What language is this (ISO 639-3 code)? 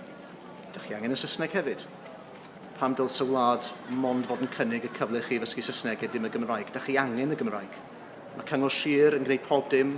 cym